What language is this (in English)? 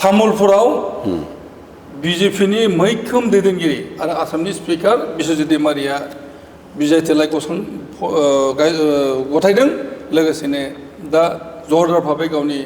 Bodo